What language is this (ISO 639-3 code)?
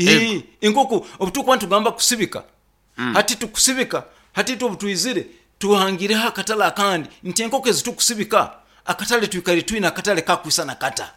nyo